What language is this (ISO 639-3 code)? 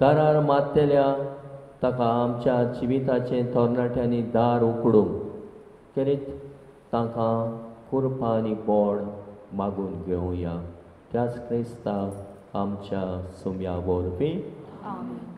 kok